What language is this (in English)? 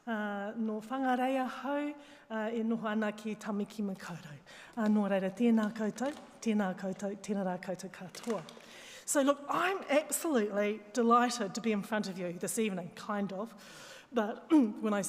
Māori